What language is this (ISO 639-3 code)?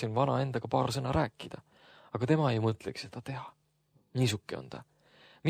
est